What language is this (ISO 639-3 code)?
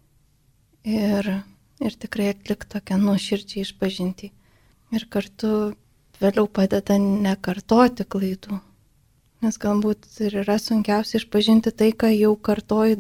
lit